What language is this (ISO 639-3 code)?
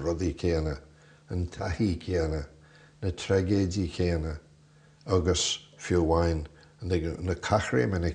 gle